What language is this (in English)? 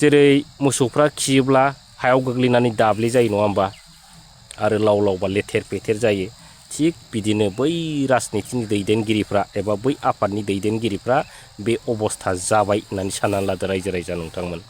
Bodo